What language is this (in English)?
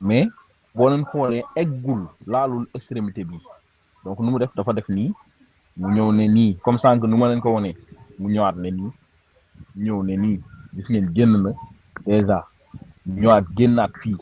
Wolof